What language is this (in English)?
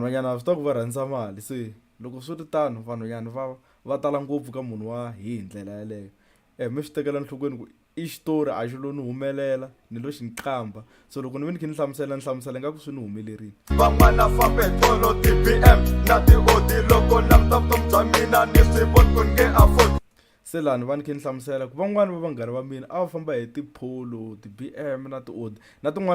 Tsonga